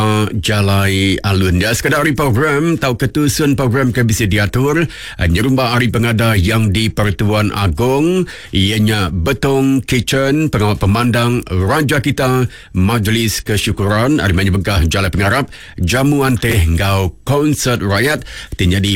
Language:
Iban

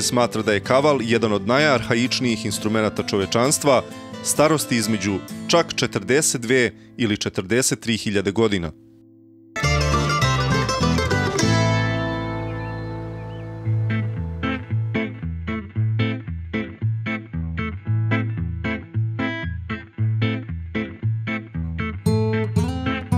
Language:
Serbian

